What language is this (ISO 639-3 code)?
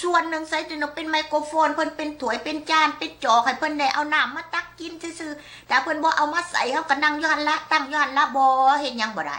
lao